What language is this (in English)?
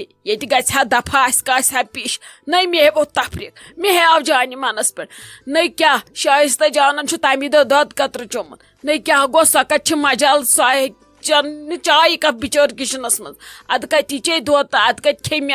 Kashmiri